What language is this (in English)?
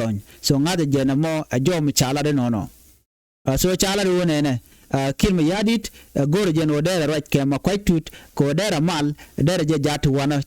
Nuer